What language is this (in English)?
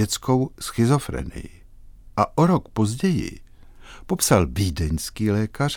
Czech